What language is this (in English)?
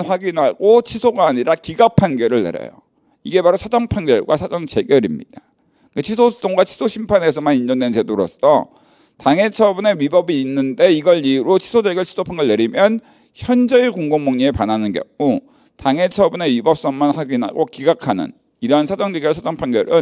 Korean